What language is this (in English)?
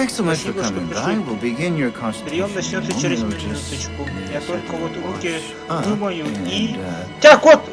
Yakut